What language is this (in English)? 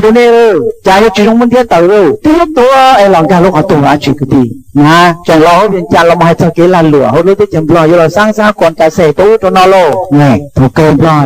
Hmong